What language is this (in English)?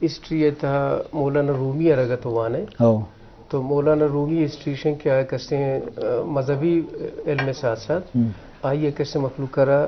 Eastern Balochi